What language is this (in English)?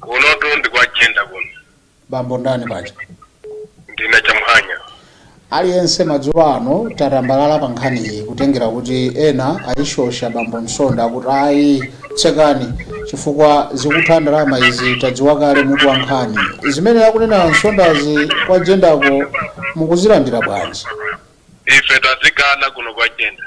Nyanja